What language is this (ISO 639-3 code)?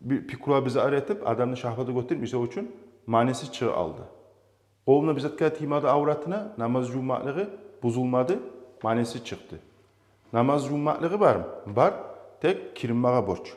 kum